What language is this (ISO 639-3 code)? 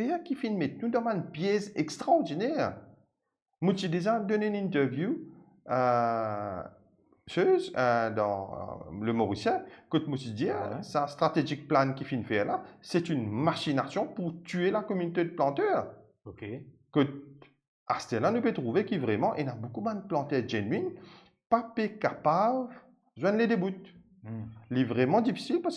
mfe